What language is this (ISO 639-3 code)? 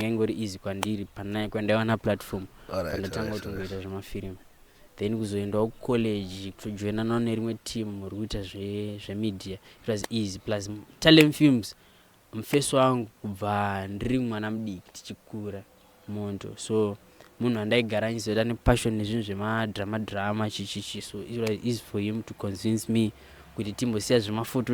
sna